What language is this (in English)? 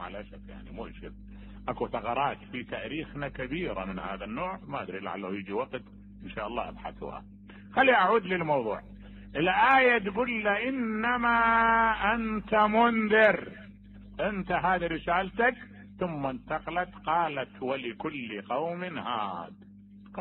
Mesopotamian Arabic